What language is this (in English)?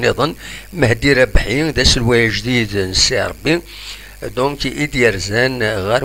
Kabyle